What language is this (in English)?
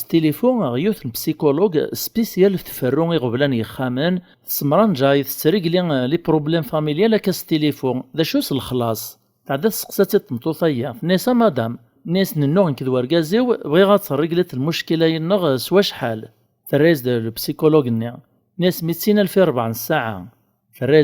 Kabyle